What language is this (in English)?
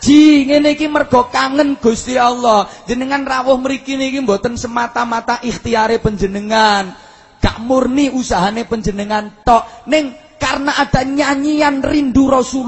Javanese